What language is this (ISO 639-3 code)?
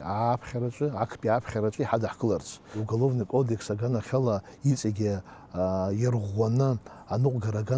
abk